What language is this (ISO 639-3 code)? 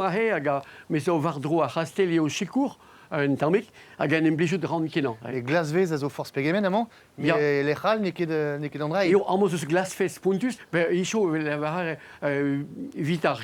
bre